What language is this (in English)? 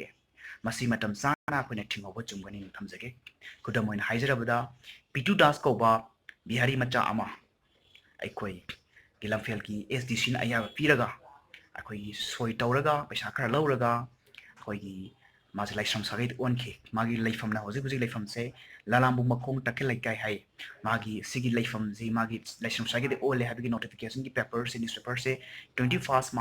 Manipuri